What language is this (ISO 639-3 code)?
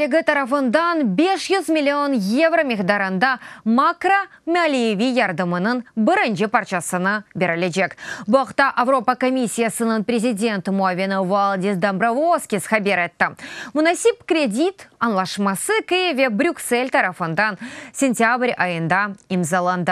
crh